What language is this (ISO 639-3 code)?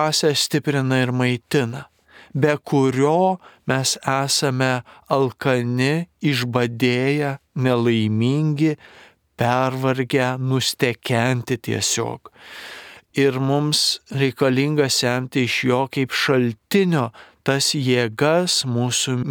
lit